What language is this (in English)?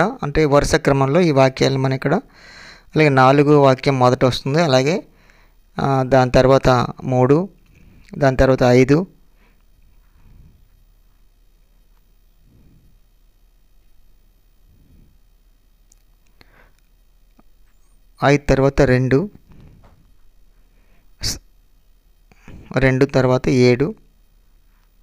Telugu